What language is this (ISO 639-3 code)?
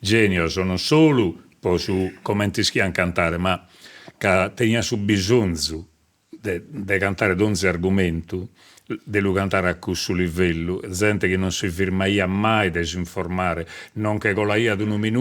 srd